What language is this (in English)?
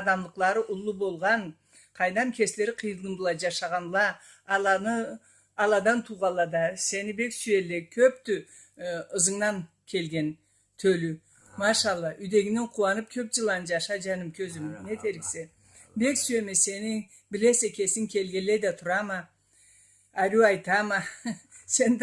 Karachay-Balkar